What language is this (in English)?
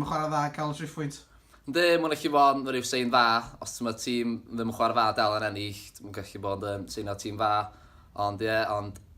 Welsh